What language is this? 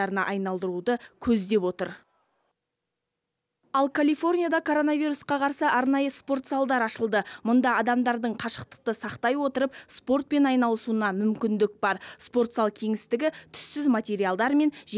Kazakh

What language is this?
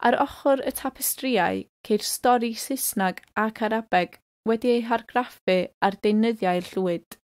Welsh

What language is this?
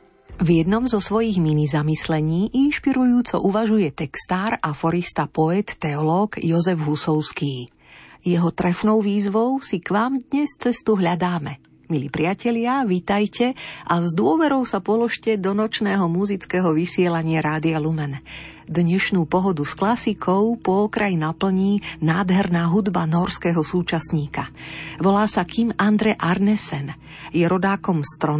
Slovak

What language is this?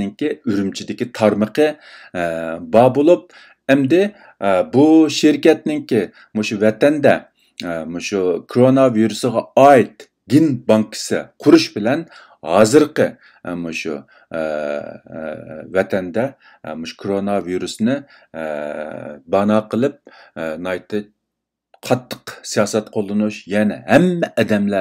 Uyghur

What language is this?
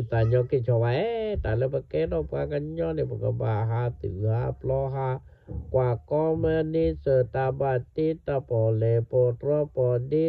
S'gaw Karen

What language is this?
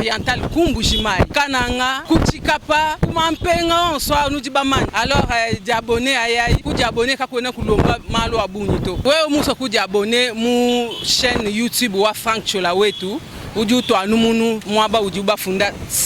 Luba-Lulua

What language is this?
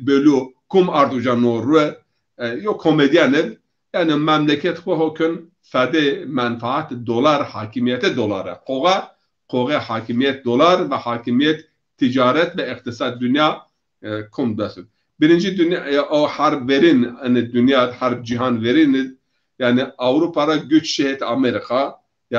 Zaza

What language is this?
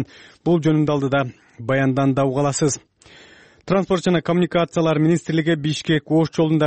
Kyrgyz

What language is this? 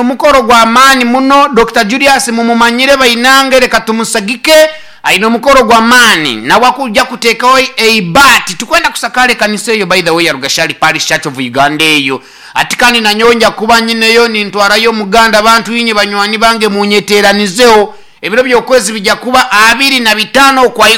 Nyankole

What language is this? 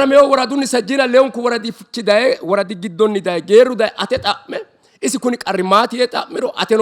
Sidamo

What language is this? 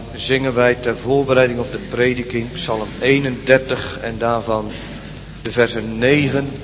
Dutch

